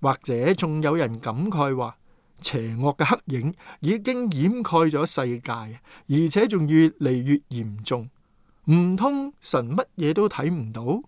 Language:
Cantonese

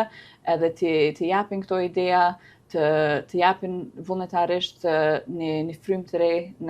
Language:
Albanian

